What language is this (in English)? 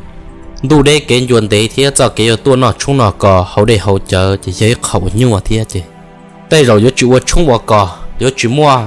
Hmong